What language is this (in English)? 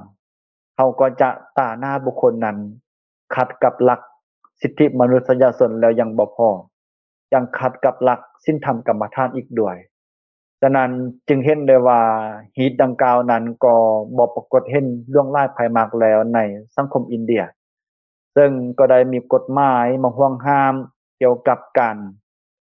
Lao